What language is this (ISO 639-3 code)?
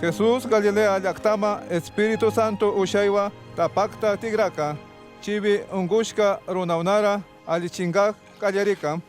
qug